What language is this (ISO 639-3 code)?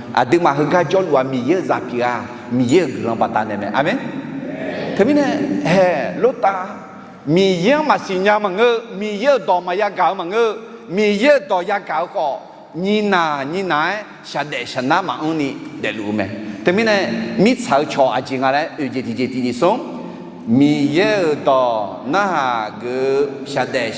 ahk